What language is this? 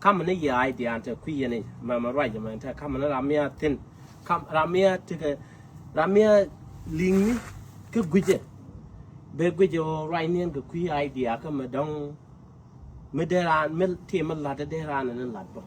Nuer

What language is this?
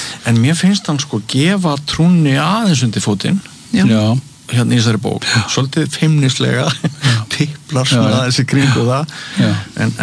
Icelandic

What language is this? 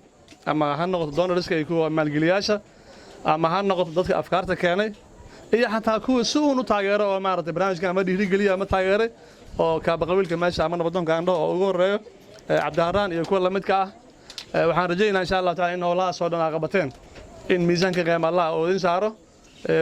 Somali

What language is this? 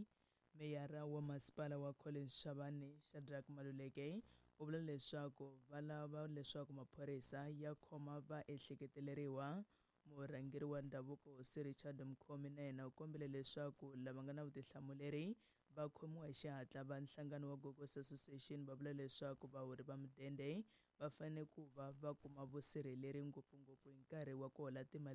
Tsonga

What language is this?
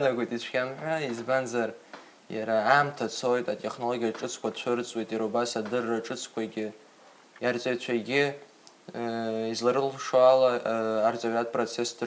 Abkhazian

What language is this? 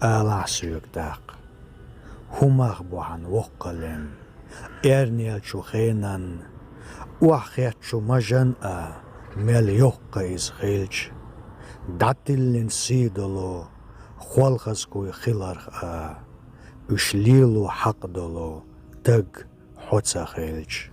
Chechen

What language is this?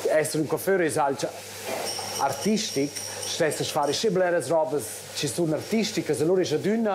Romansh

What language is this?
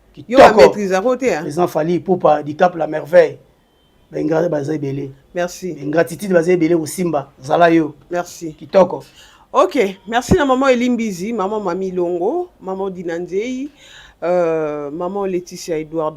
Lingala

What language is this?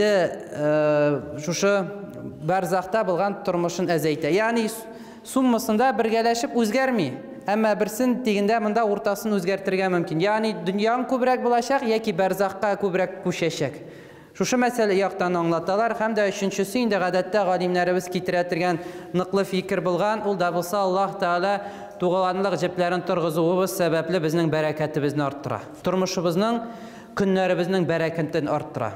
Tatar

